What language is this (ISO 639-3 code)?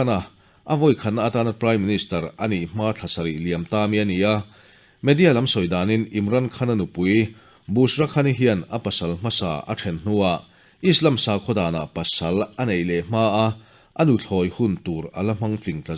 lus